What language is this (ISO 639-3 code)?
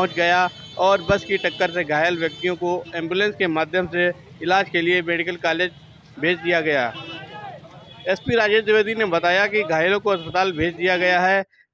hin